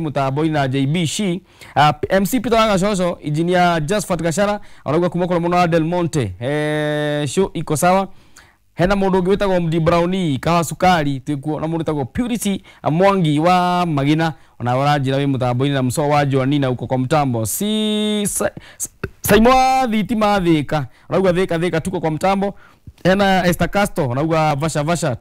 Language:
Kikuyu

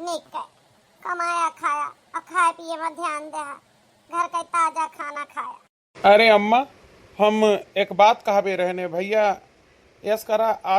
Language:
Awadhi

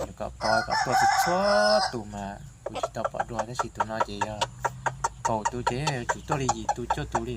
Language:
Hmong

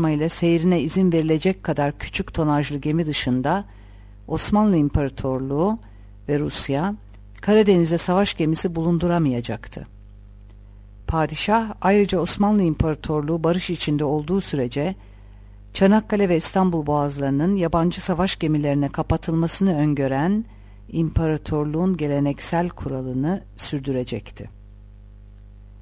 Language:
Turkish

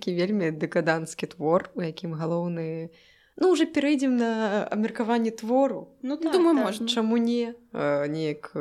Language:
Belarusian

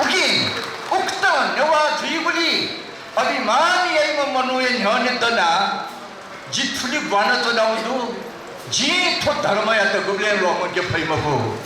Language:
Newari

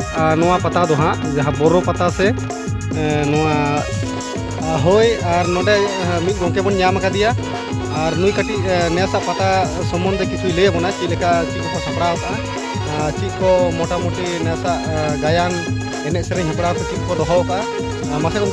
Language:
Santali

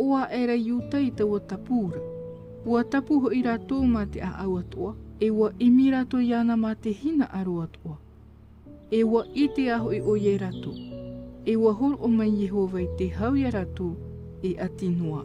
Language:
Tahitian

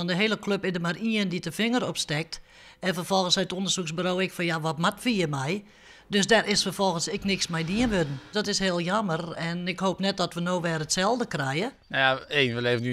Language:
Western Frisian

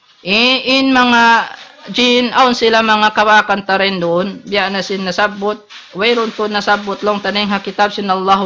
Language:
Tausug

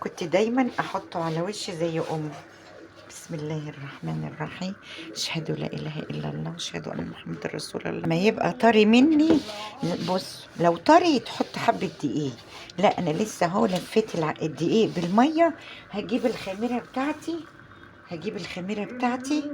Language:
Egyptian Arabic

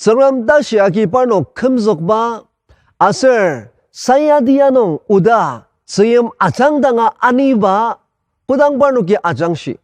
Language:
Ao Naga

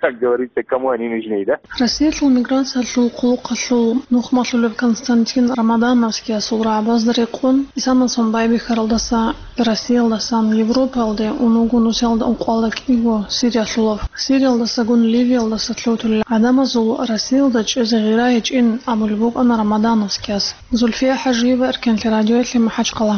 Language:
Avaric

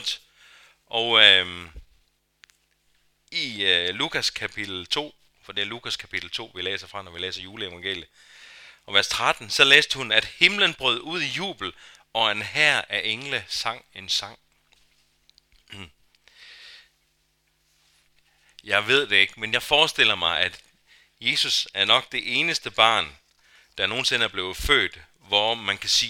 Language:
Danish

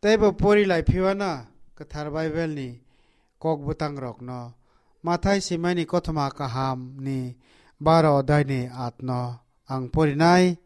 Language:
Kok Borok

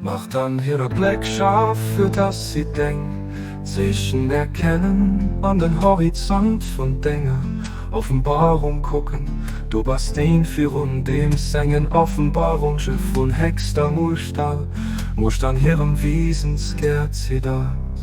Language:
Luxembourgish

